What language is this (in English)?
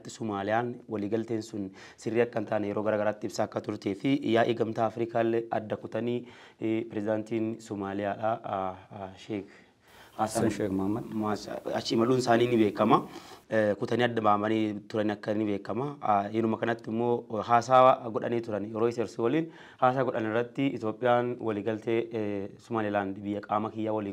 Oromo